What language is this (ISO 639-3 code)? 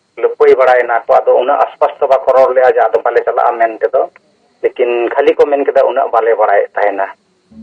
sat